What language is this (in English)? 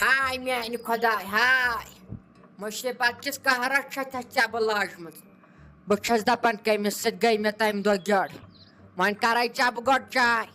Kashmiri